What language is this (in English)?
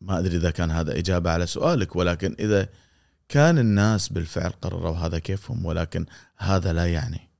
Gulf Arabic